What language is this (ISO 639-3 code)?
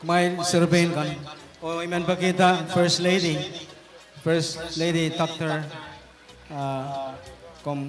pon